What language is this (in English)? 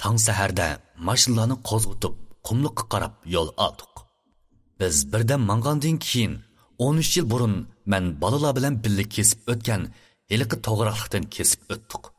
Uyghur